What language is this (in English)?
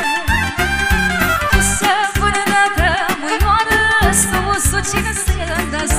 Romanian